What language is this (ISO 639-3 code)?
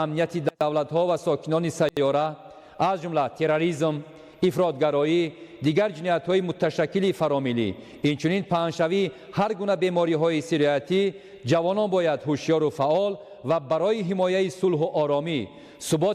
tgk